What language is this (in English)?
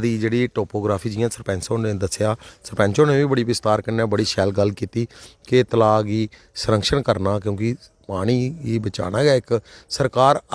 Dogri